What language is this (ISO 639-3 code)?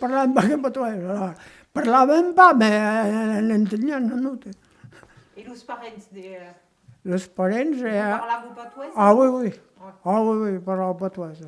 oci